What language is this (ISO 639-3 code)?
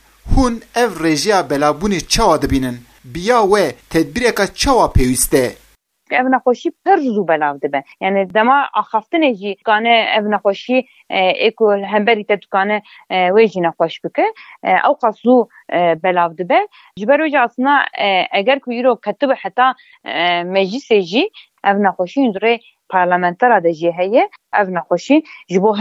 kur